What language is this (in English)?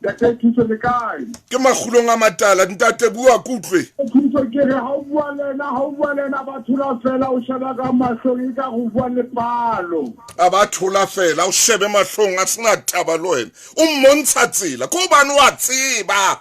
Southern Sotho